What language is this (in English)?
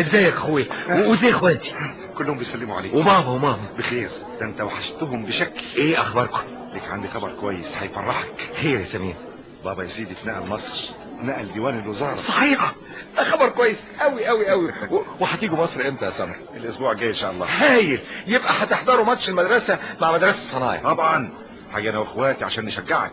Egyptian Arabic